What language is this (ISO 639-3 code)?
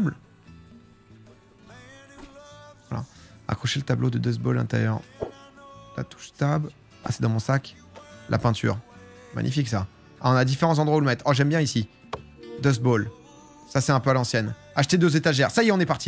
fra